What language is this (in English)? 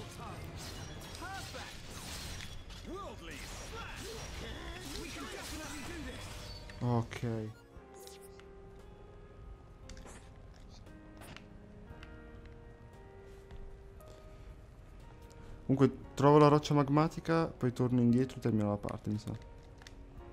Italian